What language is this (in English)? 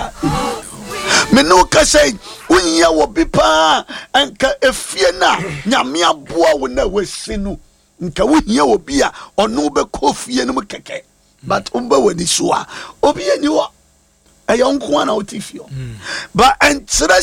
Akan